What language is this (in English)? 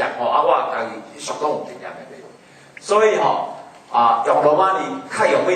Min Nan Chinese